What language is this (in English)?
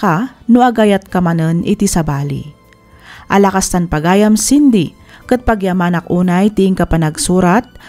Iloko